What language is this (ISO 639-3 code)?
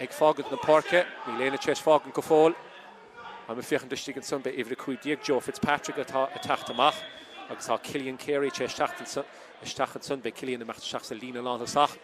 gle